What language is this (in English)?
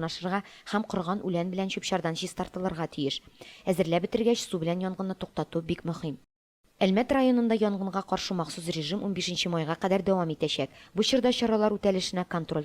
Tatar